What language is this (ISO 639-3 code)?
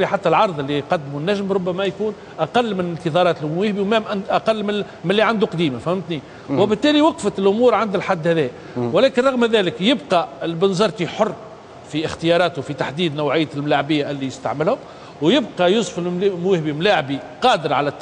aeb